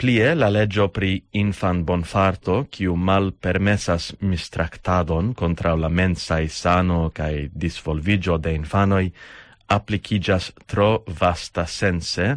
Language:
Esperanto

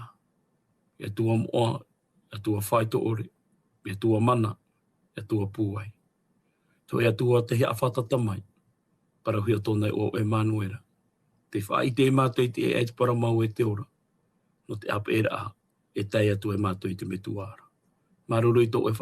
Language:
Tahitian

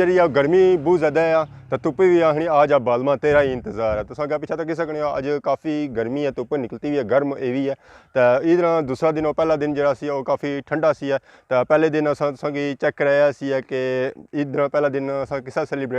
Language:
Pahari-Potwari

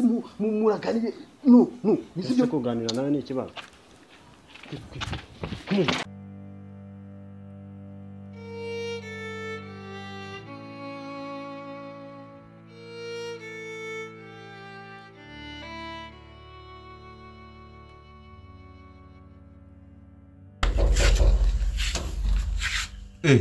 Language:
Kinyarwanda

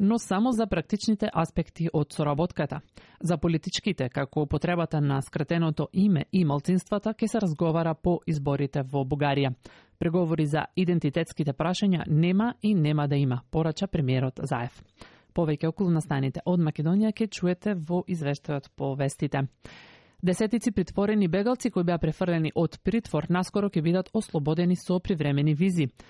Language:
Macedonian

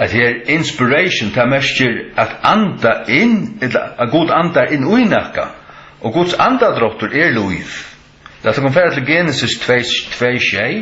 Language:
Faroese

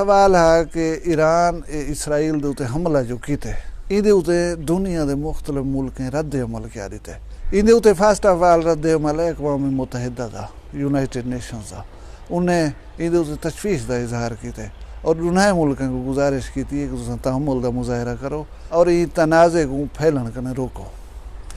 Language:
Saraiki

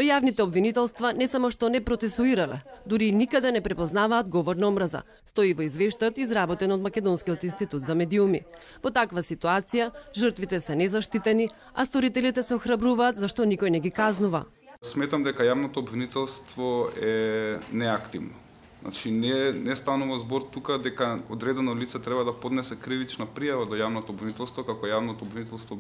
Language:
Macedonian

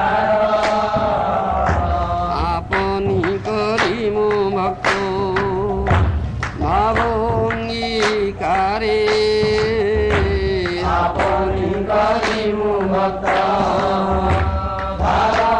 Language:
Odia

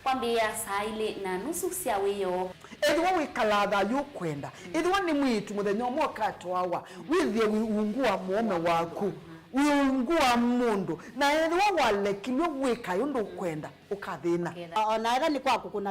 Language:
Kamba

